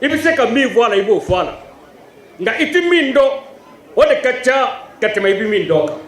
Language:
Bambara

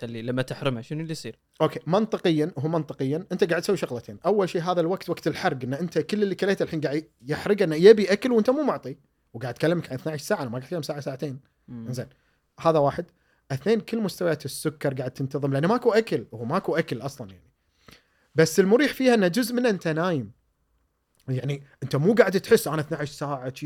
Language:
Gulf Arabic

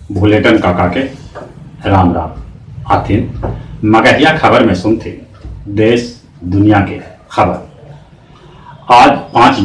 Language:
Magahi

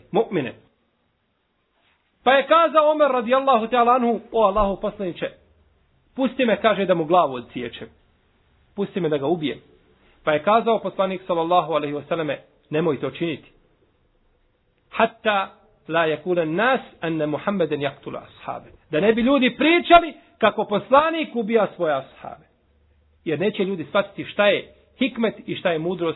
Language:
Bosnian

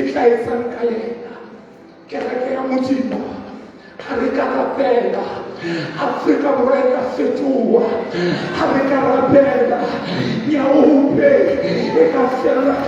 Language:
Southern Sotho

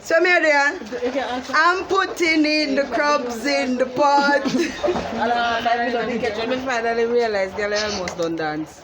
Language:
Jamaican Creole English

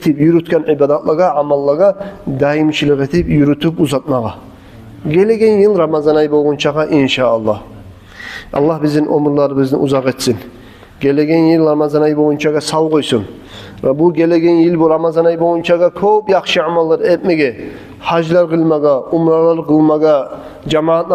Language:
Kumyk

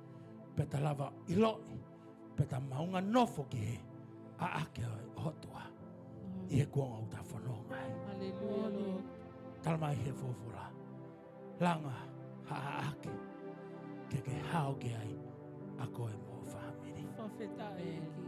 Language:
Tongan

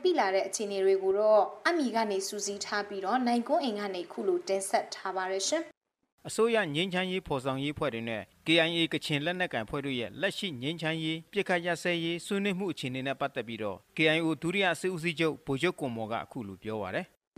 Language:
Burmese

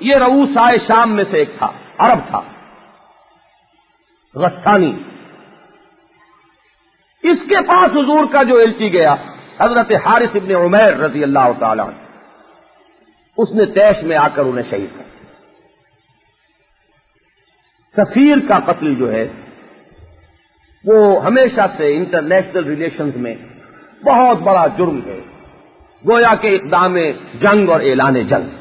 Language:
Urdu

